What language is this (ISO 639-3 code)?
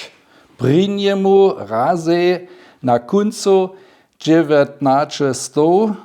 hsb